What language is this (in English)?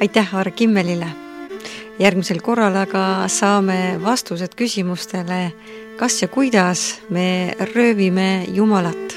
Estonian